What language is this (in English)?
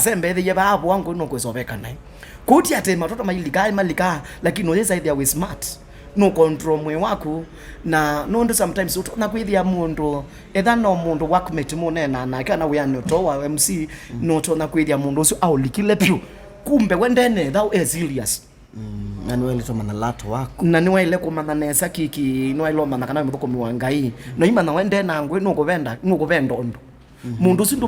Kamba